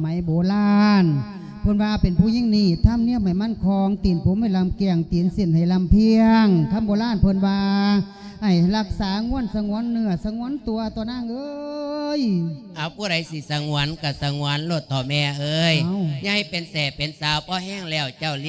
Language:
Lao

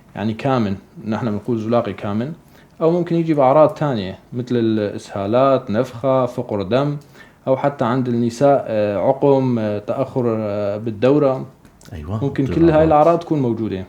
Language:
North Levantine Arabic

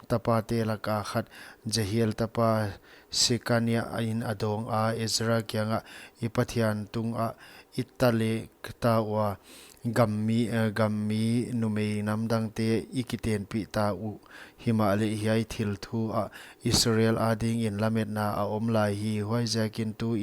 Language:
Paite Chin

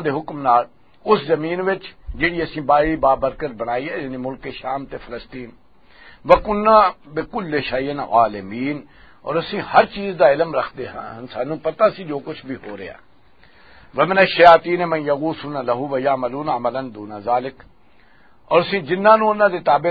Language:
Western Panjabi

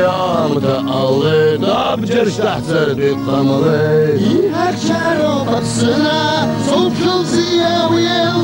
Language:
Abkhazian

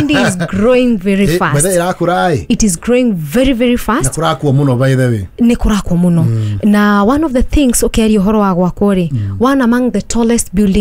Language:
Kikuyu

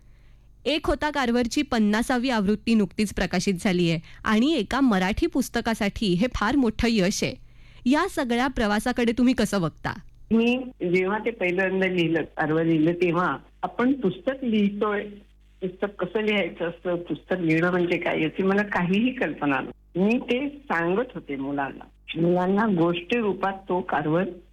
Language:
Marathi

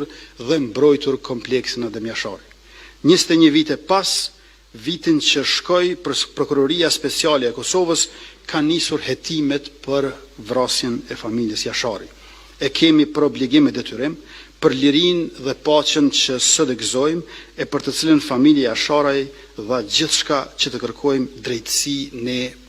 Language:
Albanian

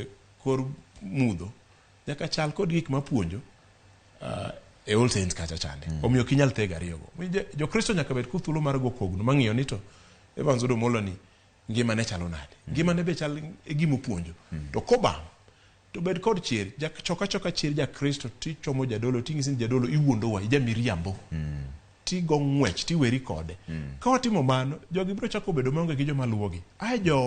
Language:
Luo (Kenya and Tanzania)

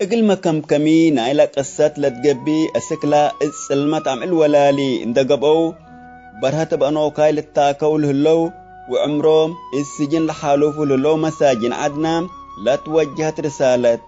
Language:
Tigre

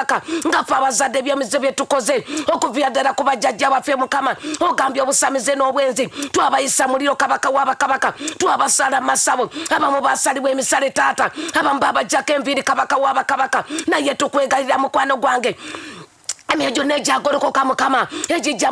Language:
Ganda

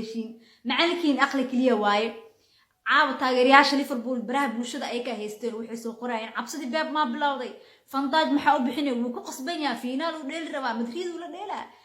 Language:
Somali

